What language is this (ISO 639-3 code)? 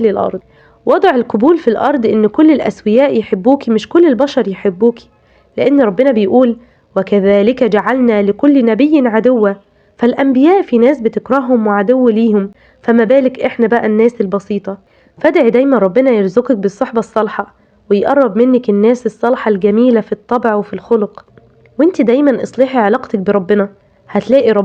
arz